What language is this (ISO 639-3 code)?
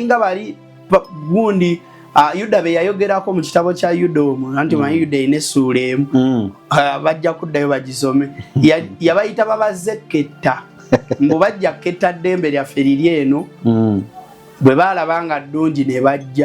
lug